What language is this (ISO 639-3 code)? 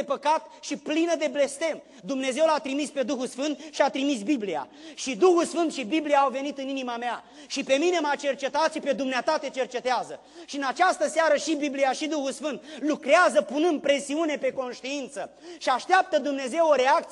ron